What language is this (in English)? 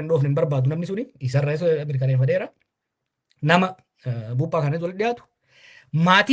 Oromo